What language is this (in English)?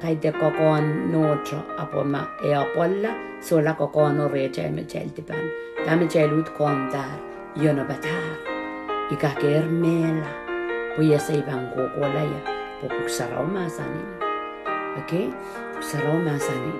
Pohnpeian